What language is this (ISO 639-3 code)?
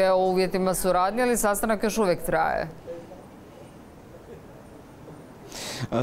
hrv